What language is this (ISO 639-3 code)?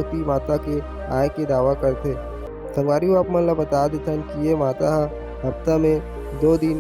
hne